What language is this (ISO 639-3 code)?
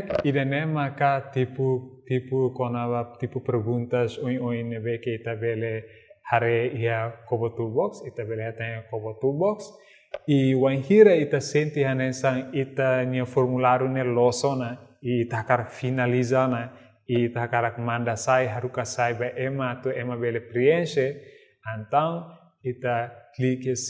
tet